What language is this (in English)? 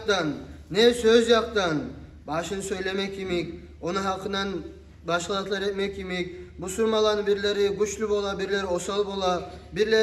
Kumyk